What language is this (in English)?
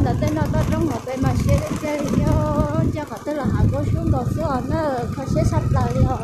Hmong